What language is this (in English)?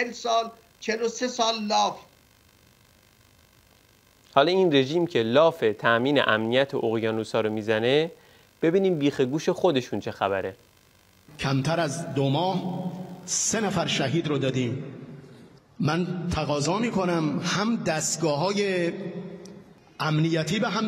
Persian